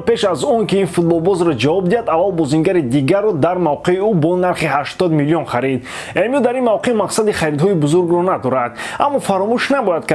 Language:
Tajik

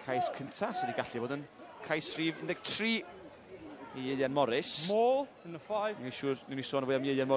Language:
Welsh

